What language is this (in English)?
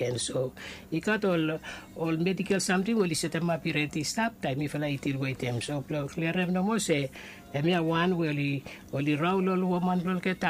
Bislama